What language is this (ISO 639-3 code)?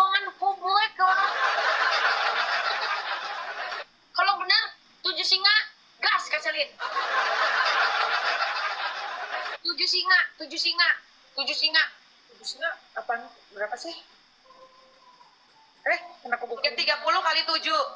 ind